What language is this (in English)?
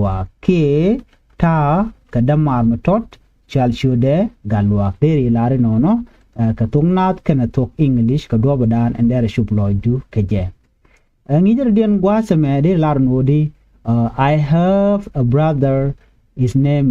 Nuer